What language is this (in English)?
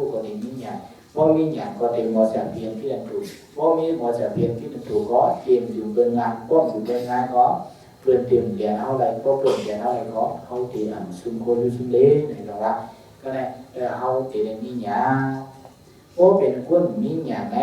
Shan